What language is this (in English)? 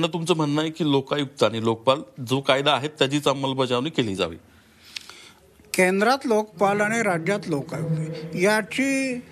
Marathi